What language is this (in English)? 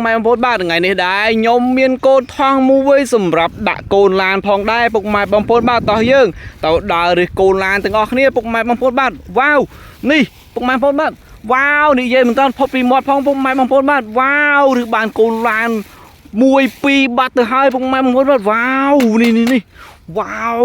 Khmer